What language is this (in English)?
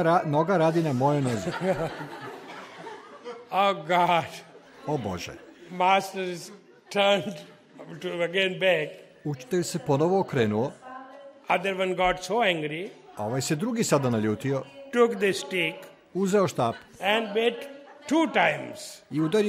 Serbian